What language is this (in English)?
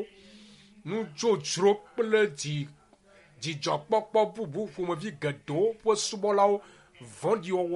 Ewe